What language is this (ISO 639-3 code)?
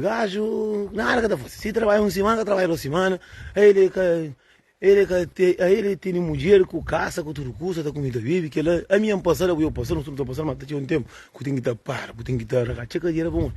kea